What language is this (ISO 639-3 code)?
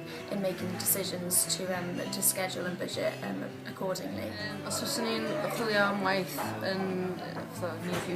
cym